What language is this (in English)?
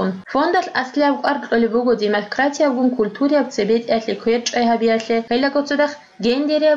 Avaric